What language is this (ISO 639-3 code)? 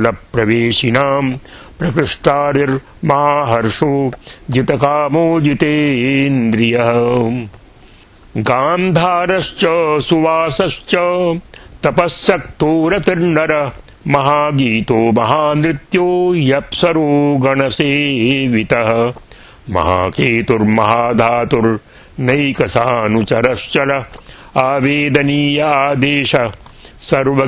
san